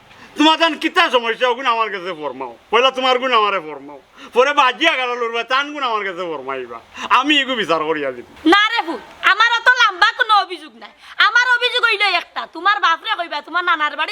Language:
Sylheti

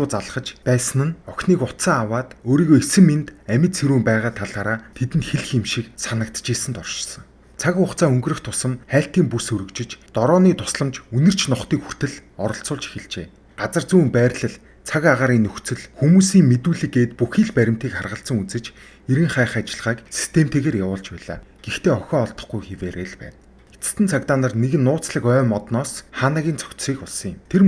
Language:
Mongolian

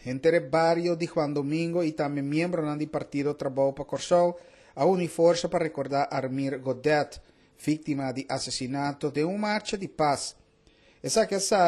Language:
Papiamento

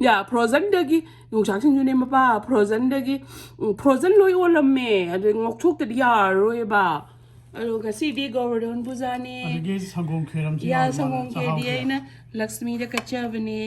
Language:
Manipuri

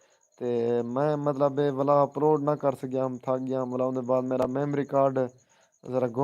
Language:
Saraiki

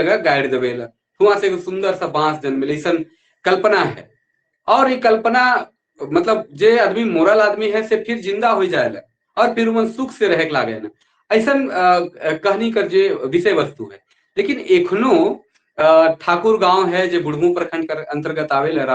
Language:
Sadri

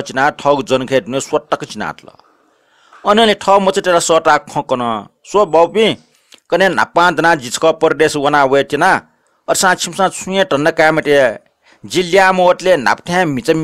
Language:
Newari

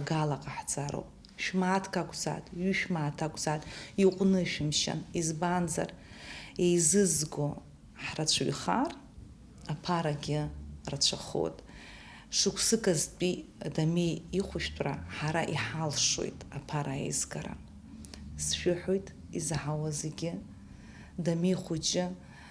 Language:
Abkhazian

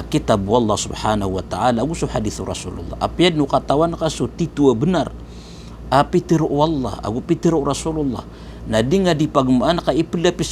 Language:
Maranao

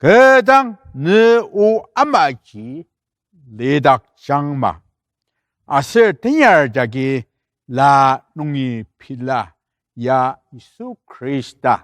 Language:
Ao Naga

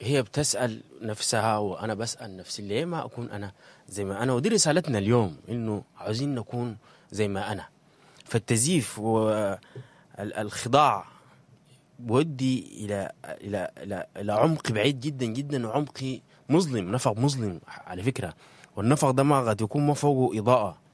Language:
Sudanese Arabic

